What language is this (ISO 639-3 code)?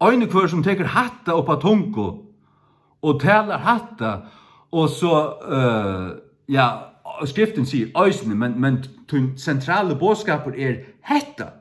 fao